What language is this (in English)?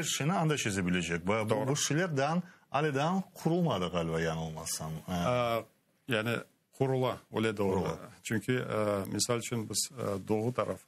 Crimean Tatar